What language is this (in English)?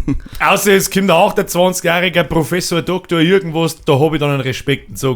Bavarian